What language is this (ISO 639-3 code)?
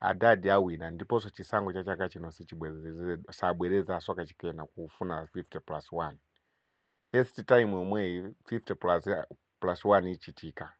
nya